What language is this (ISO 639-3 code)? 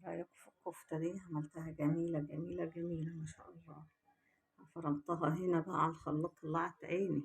arz